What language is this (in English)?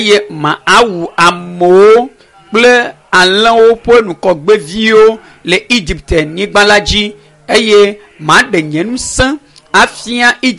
Ewe